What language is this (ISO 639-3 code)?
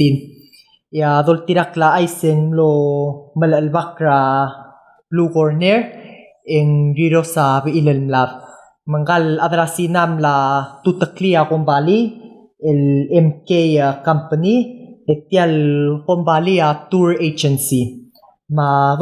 pau